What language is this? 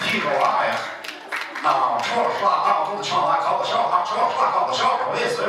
Chuvash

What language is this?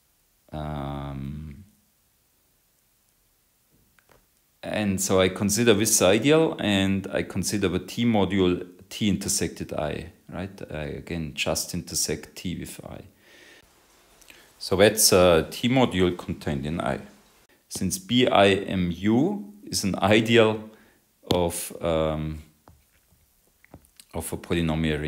English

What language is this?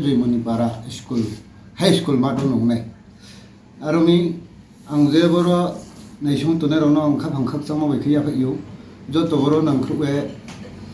Riang (India)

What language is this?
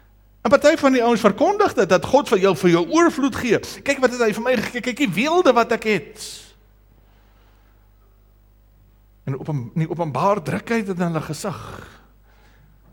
Afrikaans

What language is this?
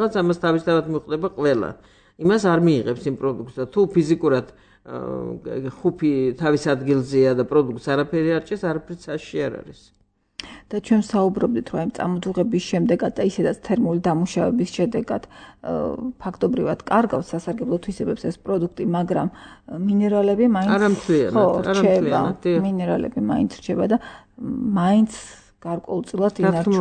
Georgian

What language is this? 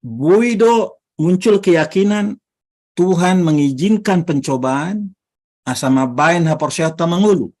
Batak Toba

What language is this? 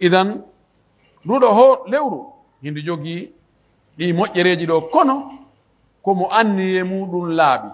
Pular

